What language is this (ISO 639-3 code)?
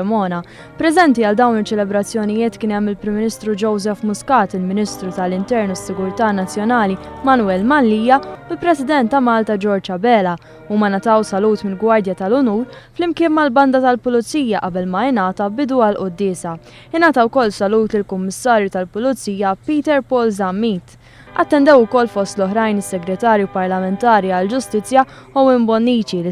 mlt